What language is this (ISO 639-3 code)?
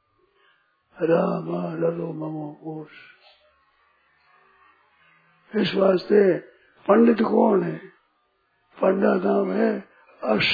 hin